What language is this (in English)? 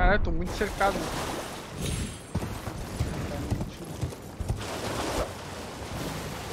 Portuguese